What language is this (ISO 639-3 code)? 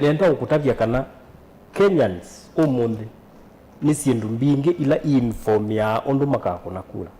kam